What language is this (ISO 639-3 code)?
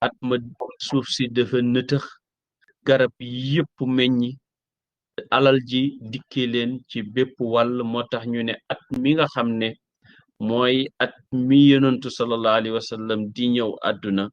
wol